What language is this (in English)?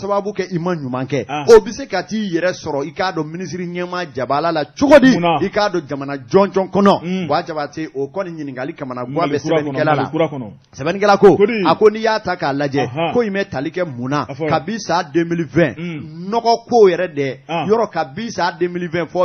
Bambara